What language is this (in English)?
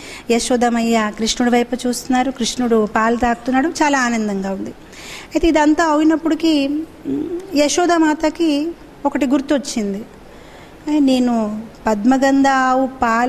Telugu